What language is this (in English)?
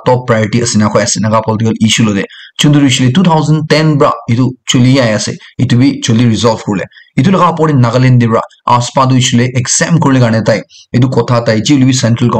Naga Pidgin